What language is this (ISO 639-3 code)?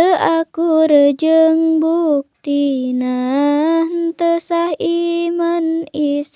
sun